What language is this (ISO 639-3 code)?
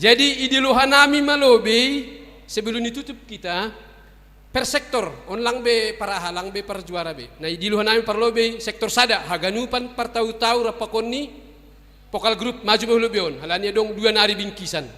bts